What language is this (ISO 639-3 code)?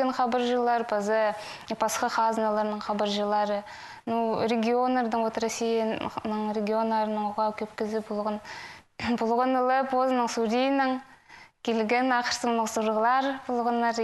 kjh